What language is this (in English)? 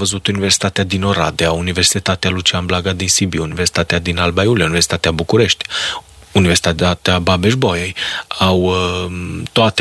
Romanian